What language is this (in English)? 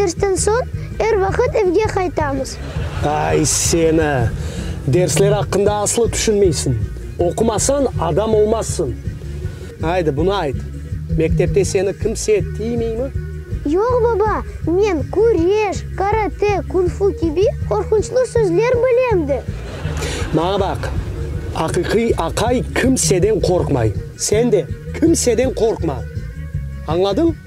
Crimean Tatar